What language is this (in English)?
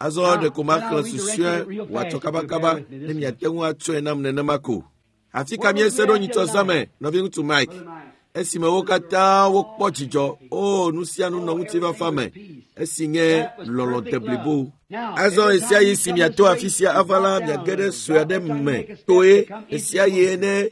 Ewe